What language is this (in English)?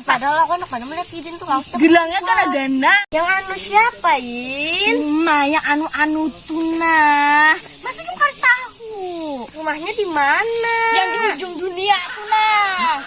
Banjar